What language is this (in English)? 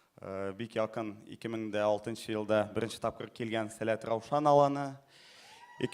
Tatar